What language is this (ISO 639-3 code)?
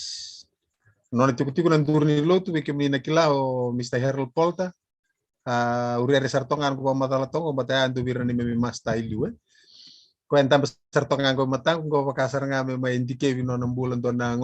fij